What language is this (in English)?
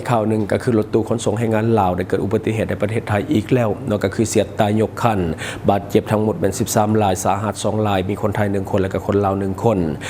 Lao